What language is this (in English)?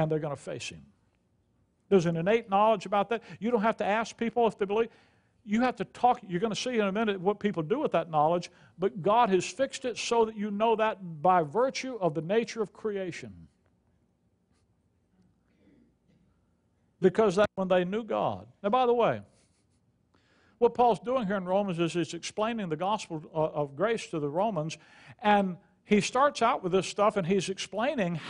English